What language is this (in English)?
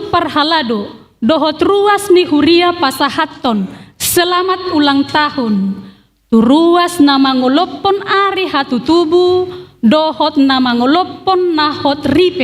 Batak Toba